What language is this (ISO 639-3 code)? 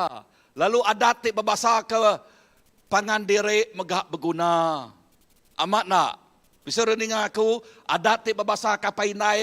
iba